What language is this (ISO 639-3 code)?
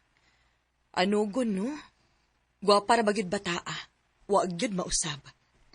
ceb